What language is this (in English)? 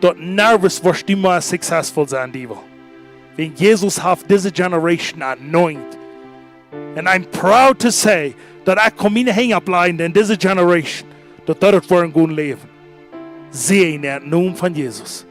Plautdietsch